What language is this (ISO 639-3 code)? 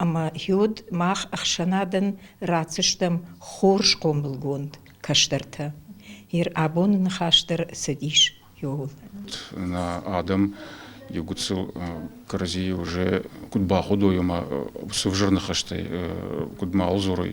oss